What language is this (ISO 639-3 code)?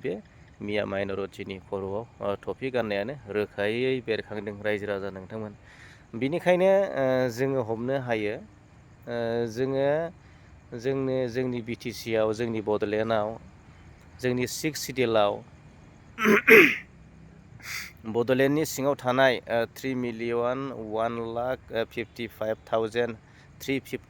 brx